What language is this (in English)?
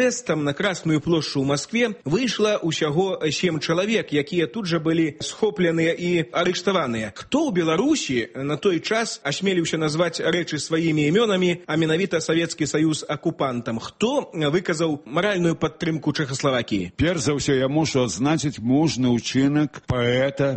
Belarusian